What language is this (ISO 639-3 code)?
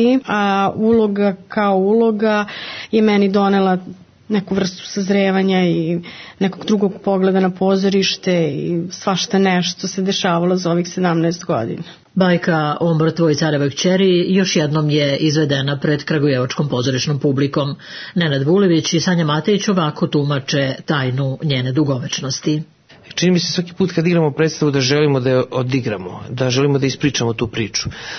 srp